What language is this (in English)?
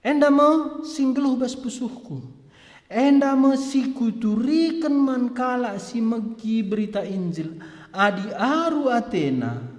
Batak Karo